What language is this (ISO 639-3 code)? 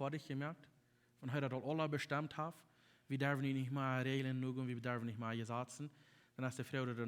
pdt